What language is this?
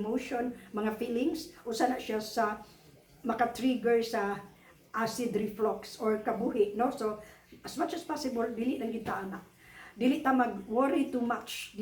Cebuano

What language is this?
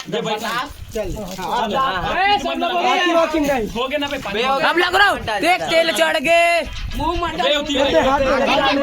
Chhattisgarhi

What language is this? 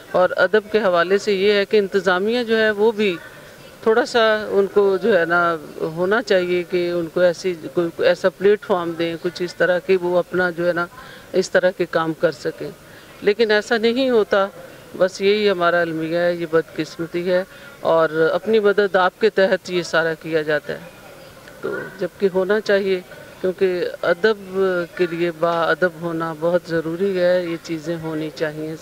Urdu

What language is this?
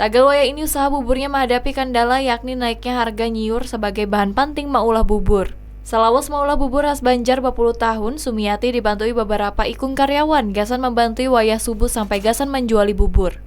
Banjar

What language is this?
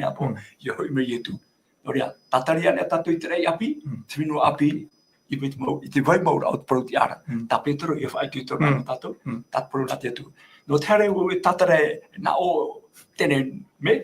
Tahitian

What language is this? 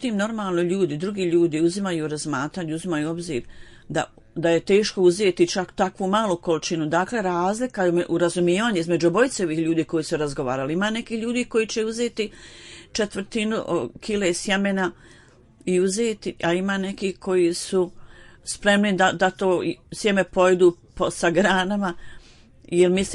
Bosnian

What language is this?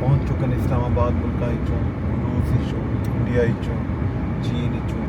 Saraiki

